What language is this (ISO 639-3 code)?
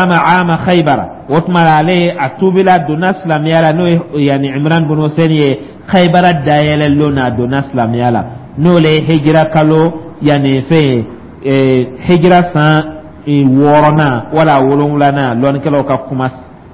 dyu